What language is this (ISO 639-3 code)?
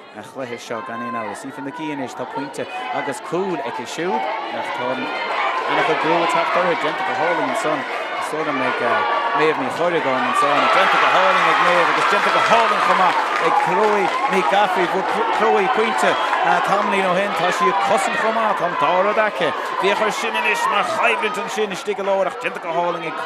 gle